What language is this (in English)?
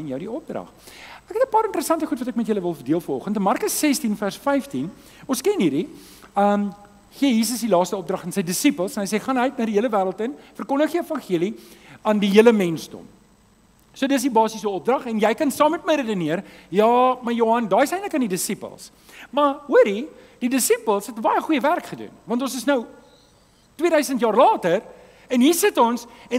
Afrikaans